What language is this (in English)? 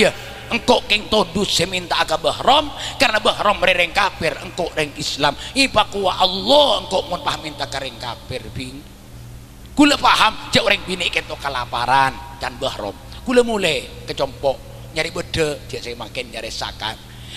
Madurese